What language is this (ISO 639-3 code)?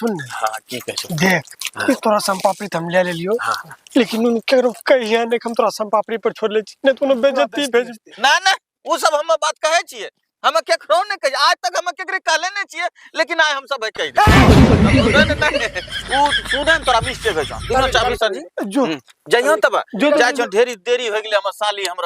anp